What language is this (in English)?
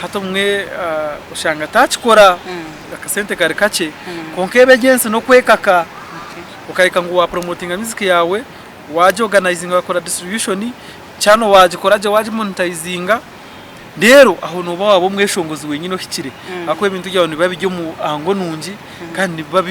Nyankole